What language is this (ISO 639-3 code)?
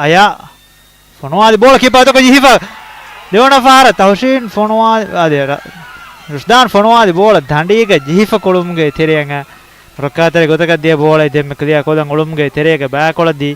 div